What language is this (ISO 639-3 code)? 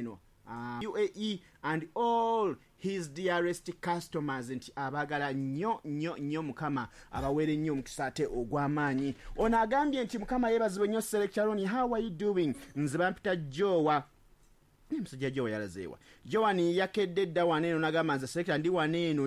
lug